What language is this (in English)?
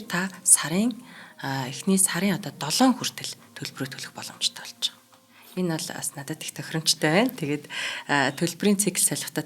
Mongolian